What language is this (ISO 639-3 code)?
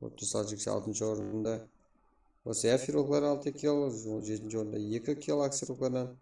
kaa